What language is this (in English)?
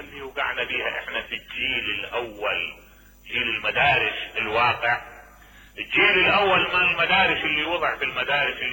Mesopotamian Arabic